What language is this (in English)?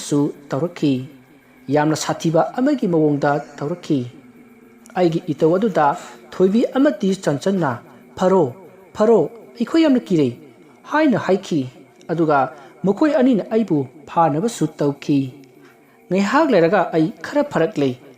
Manipuri